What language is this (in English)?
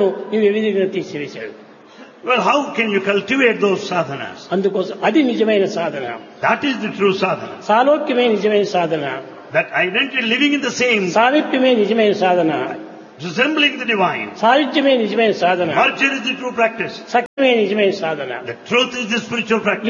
Telugu